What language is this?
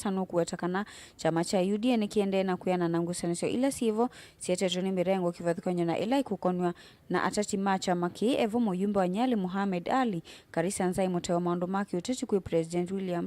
Kamba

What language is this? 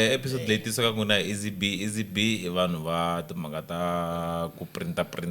Tsonga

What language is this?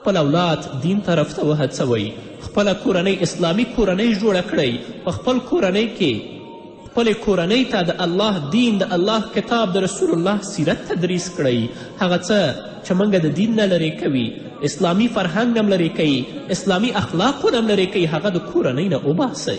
Pashto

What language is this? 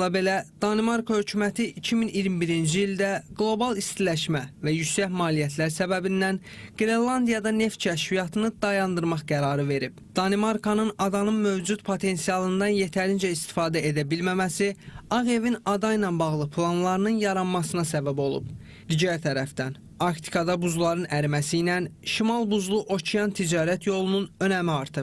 Azerbaijani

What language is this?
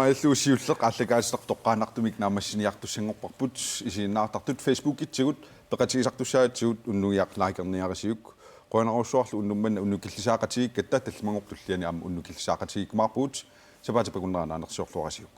Kalaallisut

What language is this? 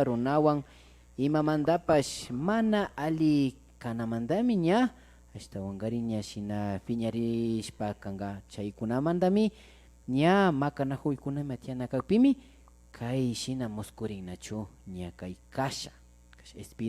Imbabura Highland Quichua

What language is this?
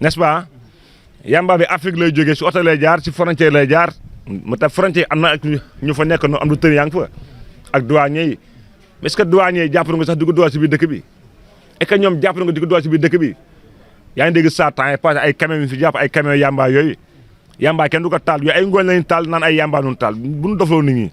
Wolof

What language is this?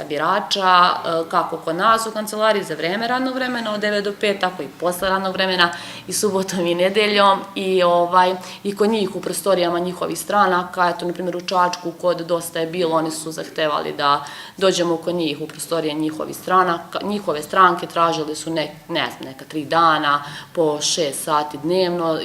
Serbian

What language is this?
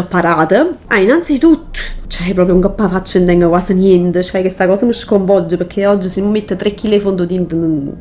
Neapolitan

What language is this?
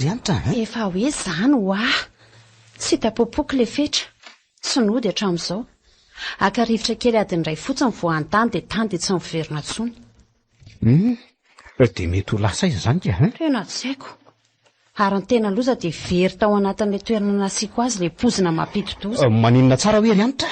Malagasy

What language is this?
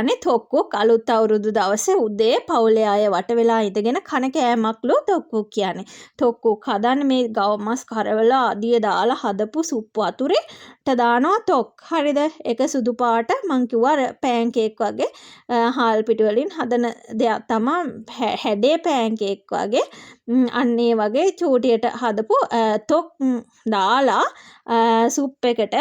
Sinhala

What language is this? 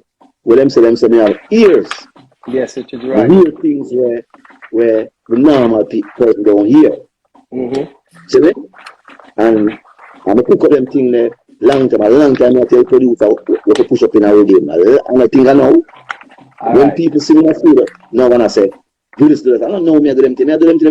Jamaican Creole English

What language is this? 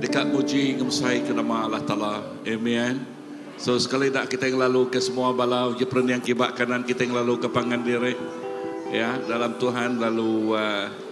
Iban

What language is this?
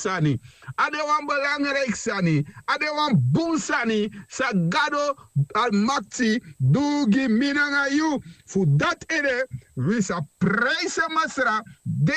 Sranan Tongo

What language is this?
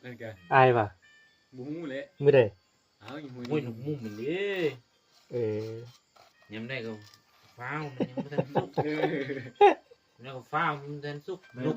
Northeastern Thai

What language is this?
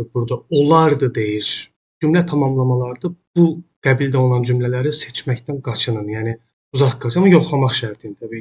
Azerbaijani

